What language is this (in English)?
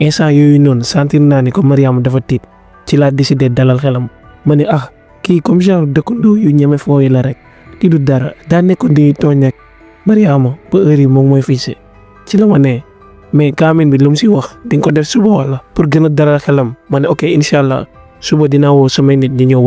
Wolof